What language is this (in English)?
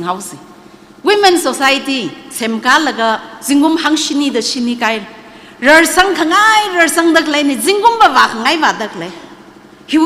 Tangkhul Naga (India)